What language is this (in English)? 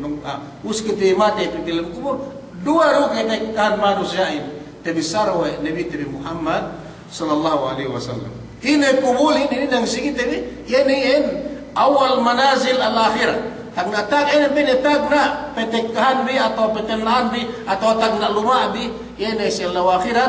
Yakan